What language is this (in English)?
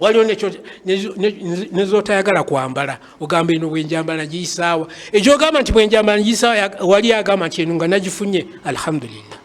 Ganda